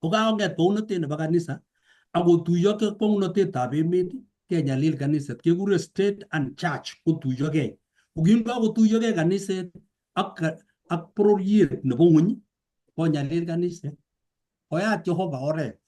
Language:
Kalenjin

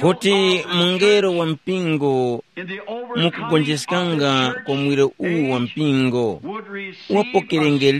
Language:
Tumbuka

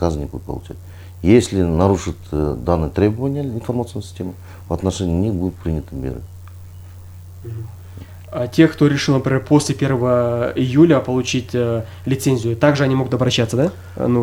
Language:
Russian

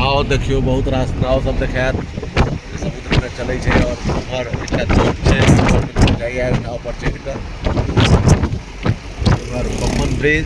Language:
Maithili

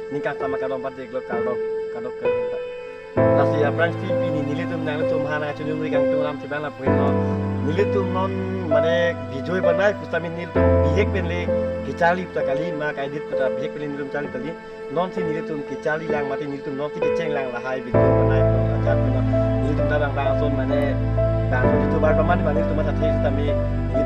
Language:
Karbi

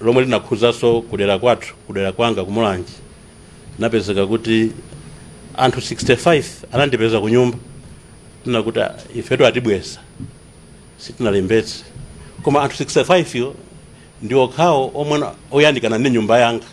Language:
Nyanja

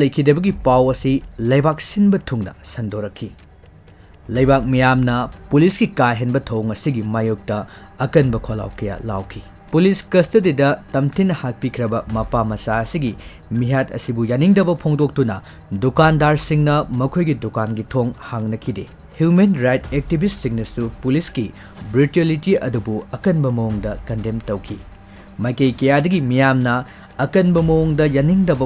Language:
Manipuri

